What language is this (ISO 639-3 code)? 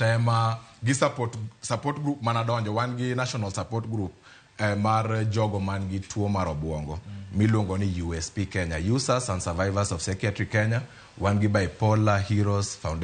luo